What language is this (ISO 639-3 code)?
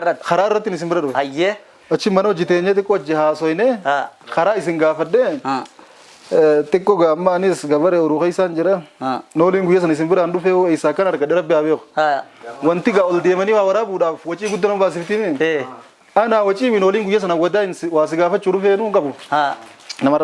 orm